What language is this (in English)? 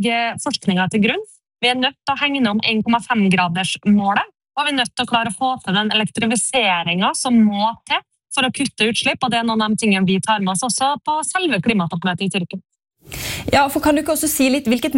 Norwegian